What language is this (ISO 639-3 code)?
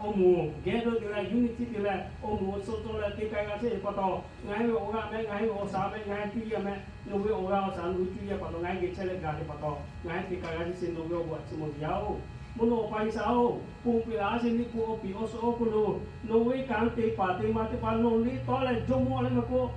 lhu